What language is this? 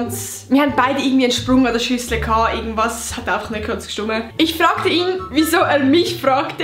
Swiss German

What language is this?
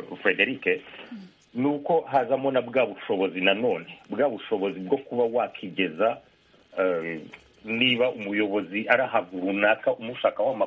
Kinyarwanda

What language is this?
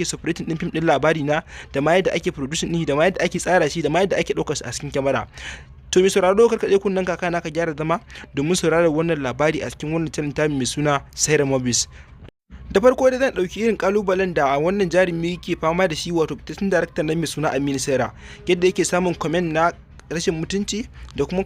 Hausa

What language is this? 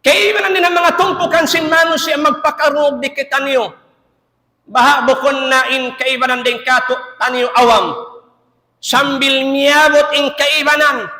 Tausug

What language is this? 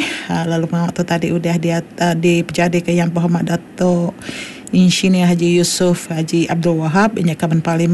Iban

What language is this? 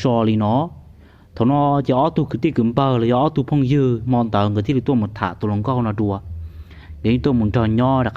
Hmong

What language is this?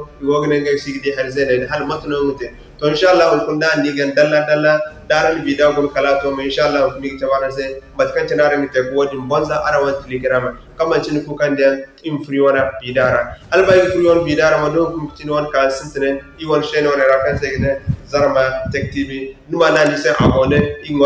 Zarma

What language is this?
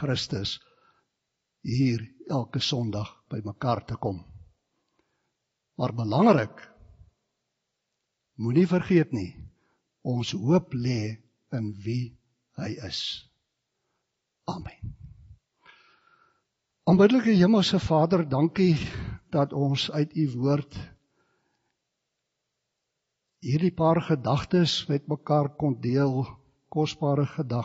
Afrikaans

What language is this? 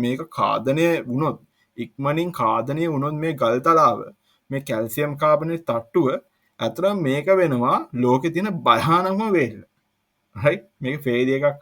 Sinhala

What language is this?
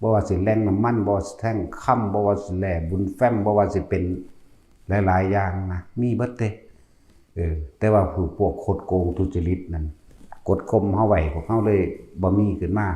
Lao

